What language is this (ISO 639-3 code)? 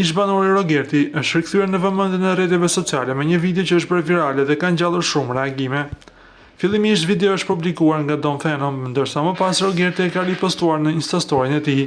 sqi